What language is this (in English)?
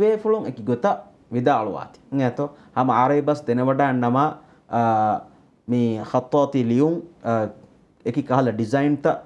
Divehi